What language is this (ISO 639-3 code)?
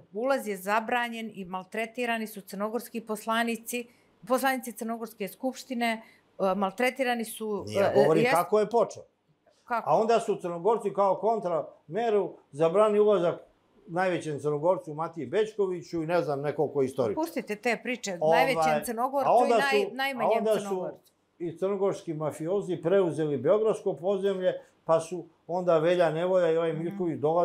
srp